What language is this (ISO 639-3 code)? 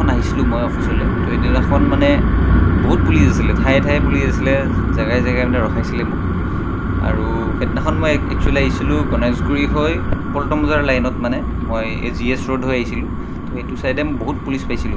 asm